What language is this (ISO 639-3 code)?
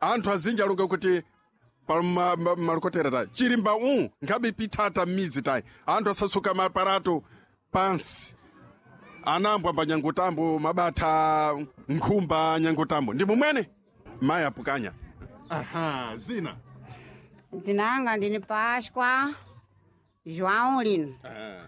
seh